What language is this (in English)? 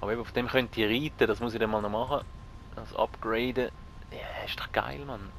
Swiss German